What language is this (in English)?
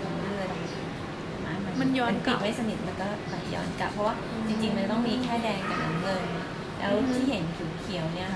Lao